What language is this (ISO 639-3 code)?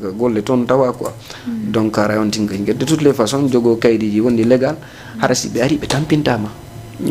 ful